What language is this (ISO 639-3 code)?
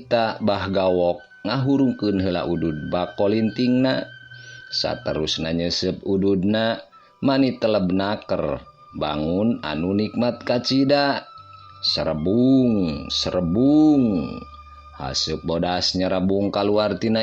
sun